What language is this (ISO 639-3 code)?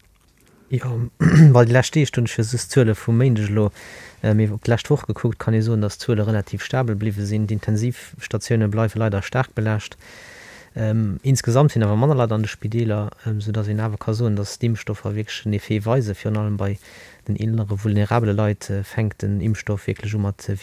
ltz